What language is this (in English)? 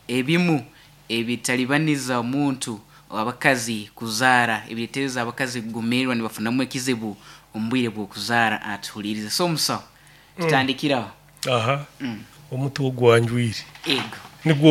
Nyoro